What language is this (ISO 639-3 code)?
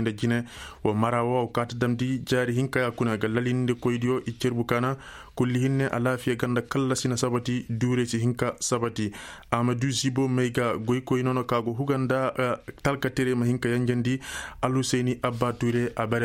ses